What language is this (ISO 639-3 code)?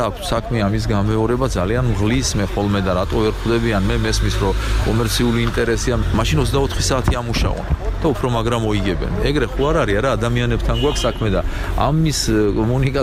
kat